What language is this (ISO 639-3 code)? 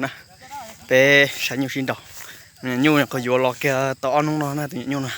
hmn